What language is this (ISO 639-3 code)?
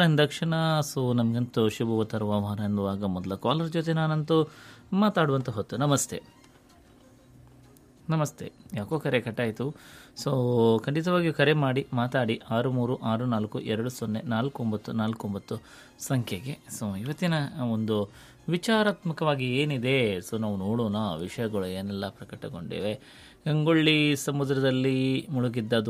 kan